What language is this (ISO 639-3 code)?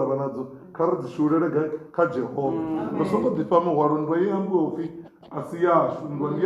ven